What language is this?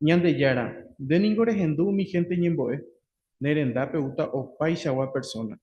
Guarani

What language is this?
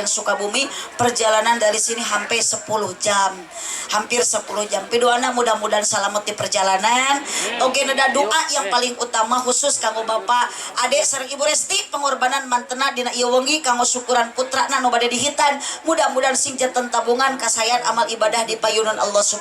Sundanese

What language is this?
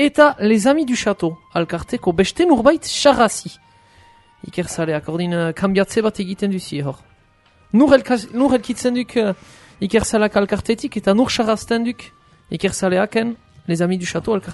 Basque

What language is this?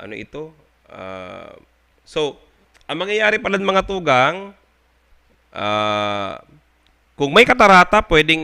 Bikol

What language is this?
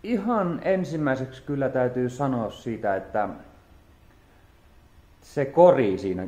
Finnish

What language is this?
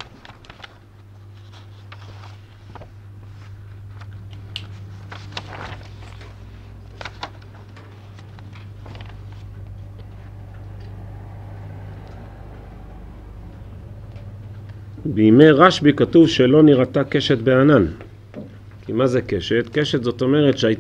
Hebrew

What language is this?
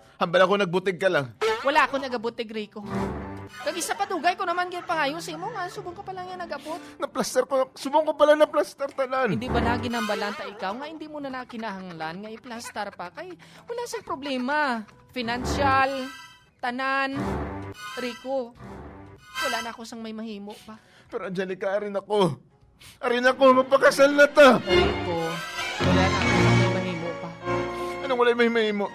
Hiligaynon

